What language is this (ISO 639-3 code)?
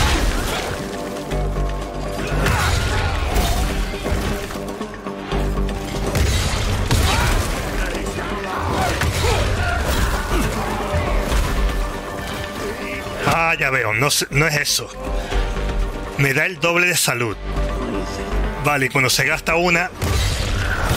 spa